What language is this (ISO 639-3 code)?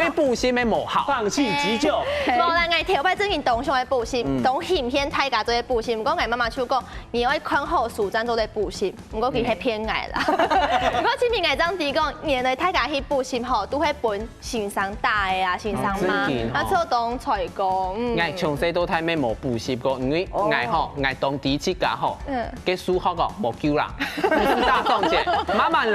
hak